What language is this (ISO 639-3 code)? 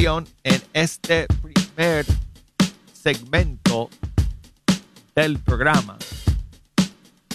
spa